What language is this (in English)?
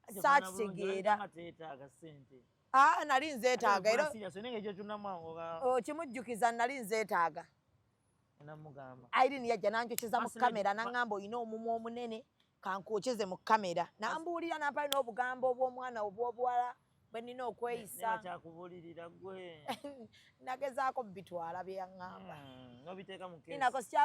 Ganda